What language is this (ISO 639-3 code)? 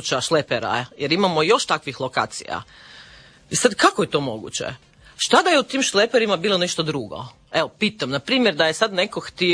hrv